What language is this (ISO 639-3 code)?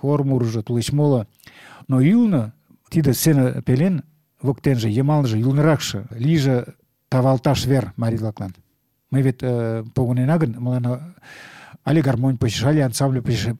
chm